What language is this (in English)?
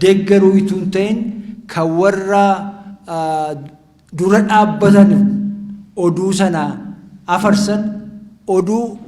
Oromo